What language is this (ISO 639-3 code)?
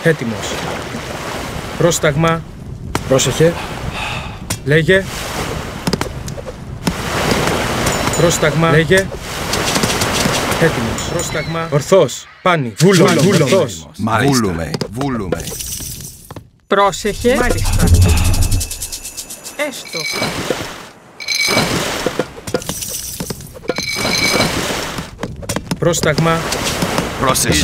ell